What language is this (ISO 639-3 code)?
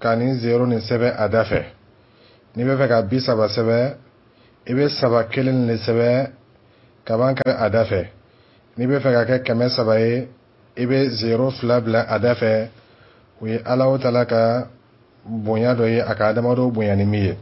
dyu